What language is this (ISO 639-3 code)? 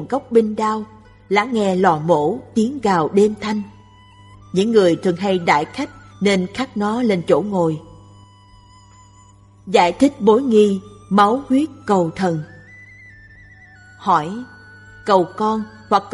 vie